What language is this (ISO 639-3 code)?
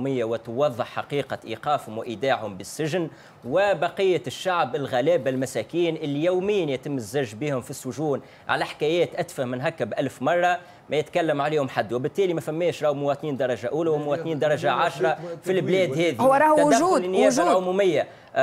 aeb